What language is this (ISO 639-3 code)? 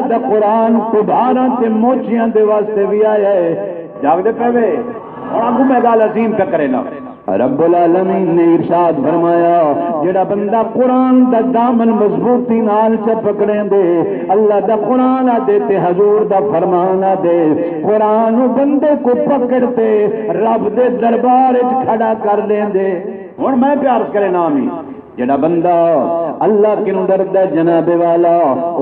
skr